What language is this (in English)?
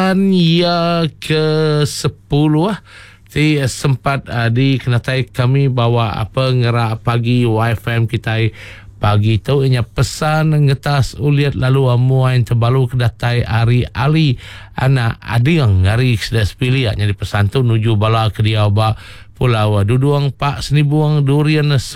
Iban